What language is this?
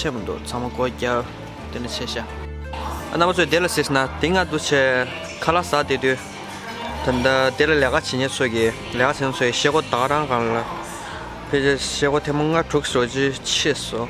Tibetan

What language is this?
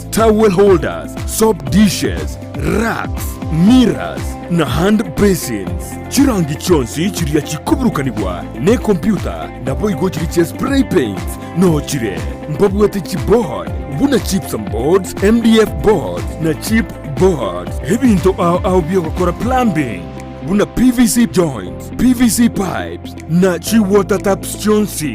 Gusii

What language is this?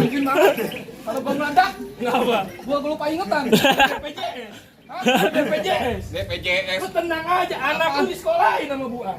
Betawi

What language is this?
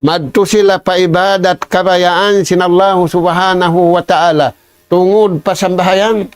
Tausug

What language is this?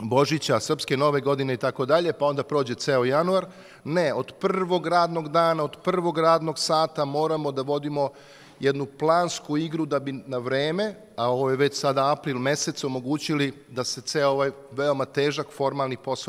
Serbian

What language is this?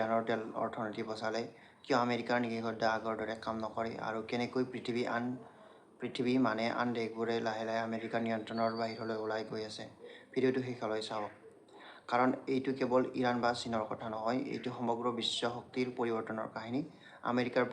Assamese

